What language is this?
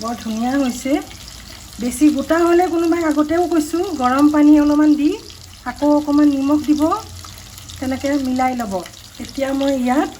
Assamese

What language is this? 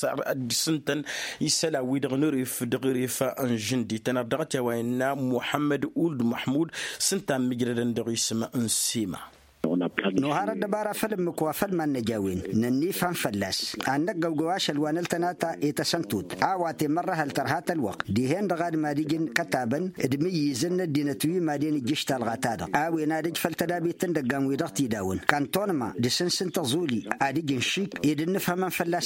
Tamasheq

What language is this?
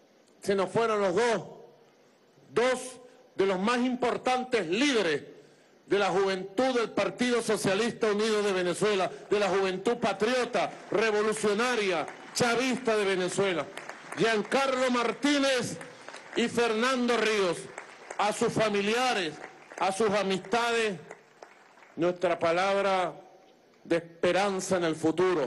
Spanish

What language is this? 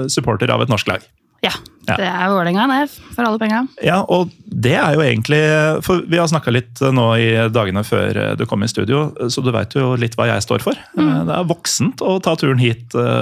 Norwegian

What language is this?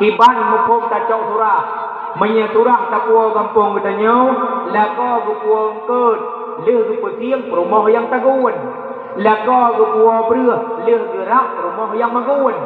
Achinese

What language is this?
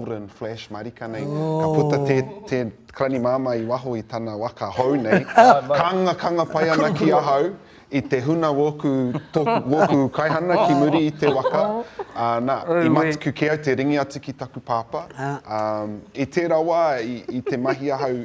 Māori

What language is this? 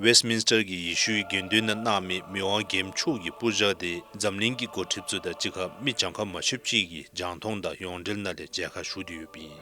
Dzongkha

